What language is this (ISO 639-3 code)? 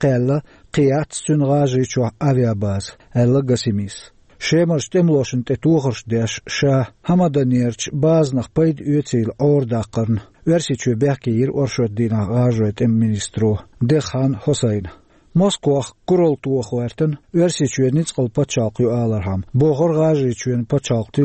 che